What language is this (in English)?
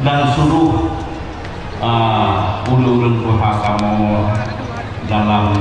Achinese